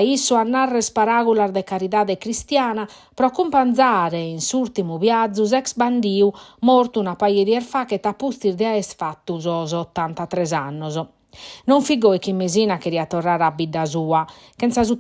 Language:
Sardinian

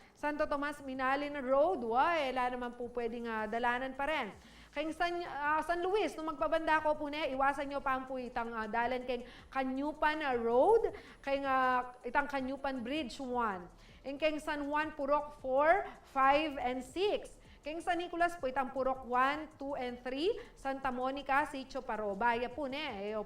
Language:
Pampanga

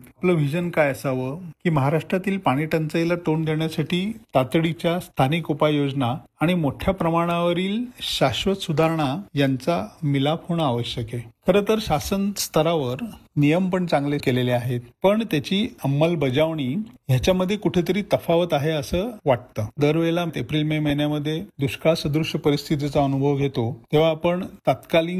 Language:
Marathi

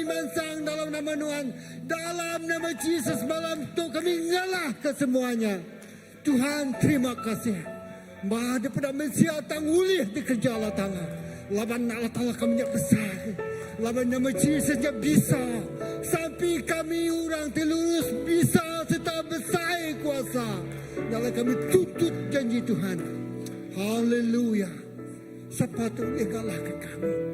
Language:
Iban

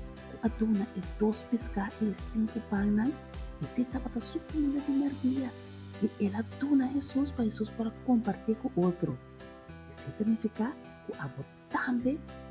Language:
Papiamento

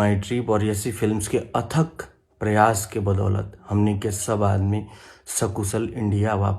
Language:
Bhojpuri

